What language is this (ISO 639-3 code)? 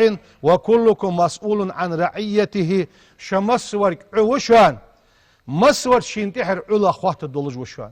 inh